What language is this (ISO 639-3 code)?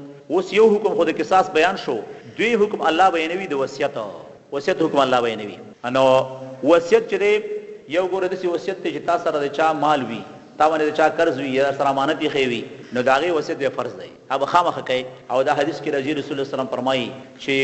pus